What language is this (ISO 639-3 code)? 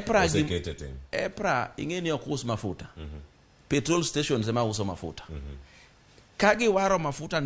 luo